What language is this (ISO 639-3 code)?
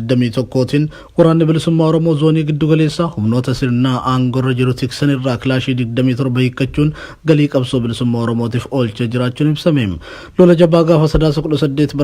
orm